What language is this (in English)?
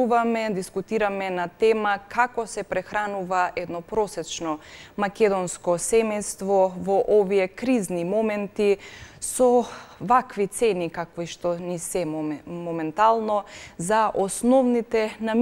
Macedonian